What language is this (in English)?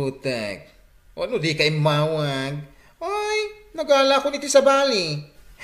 Iloko